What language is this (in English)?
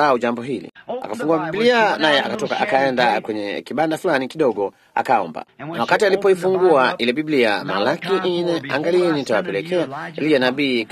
Swahili